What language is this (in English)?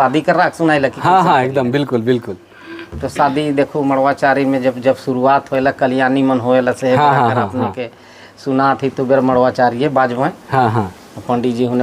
Sadri